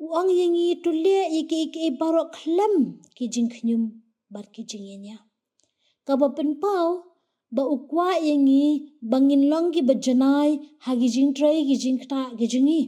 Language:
Khasi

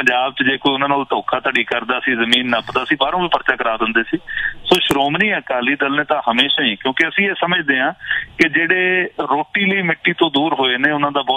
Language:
Punjabi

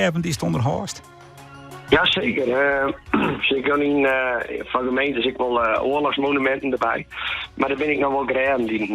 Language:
Western Frisian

